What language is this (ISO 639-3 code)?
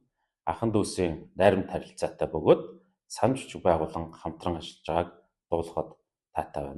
mon